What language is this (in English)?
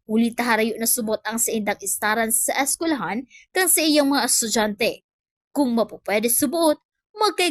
Bikol